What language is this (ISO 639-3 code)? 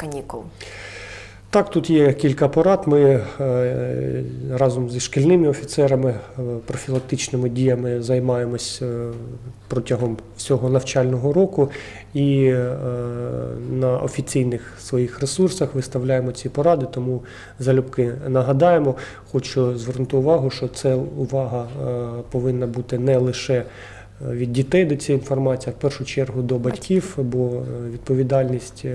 ukr